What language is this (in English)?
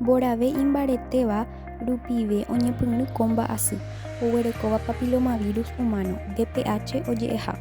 Guarani